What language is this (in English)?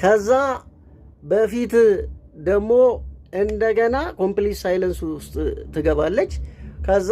Amharic